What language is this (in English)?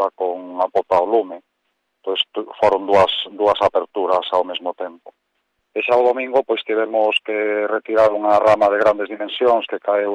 Galician